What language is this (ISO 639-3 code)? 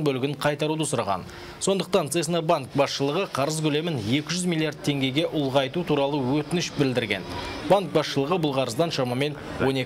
kaz